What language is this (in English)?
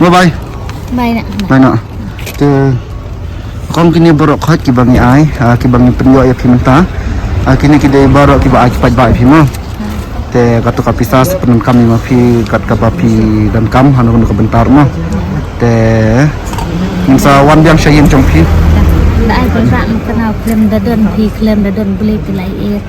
Khasi